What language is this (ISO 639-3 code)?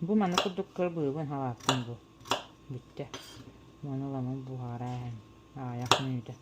sah